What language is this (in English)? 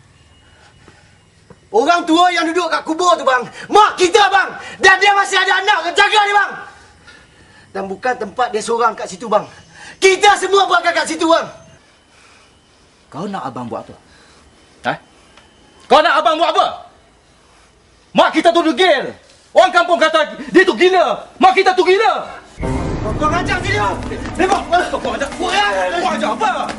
Malay